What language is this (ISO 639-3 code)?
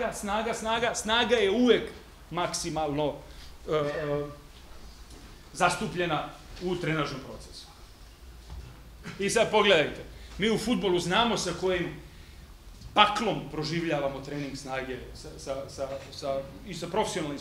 srp